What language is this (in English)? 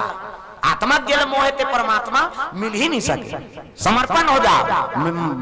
Chhattisgarhi